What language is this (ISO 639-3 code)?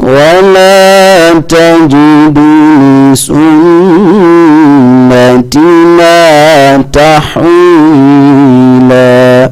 ful